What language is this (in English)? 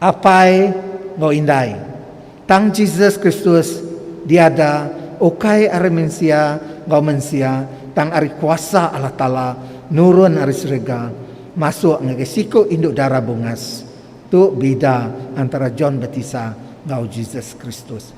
Iban